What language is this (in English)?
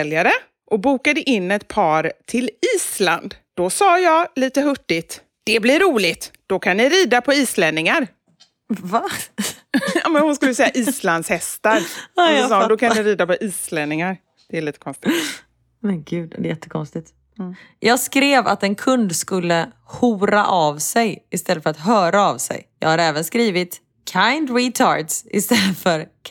Swedish